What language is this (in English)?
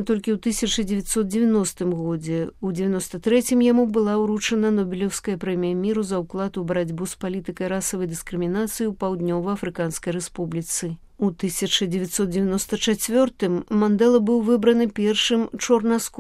Belarusian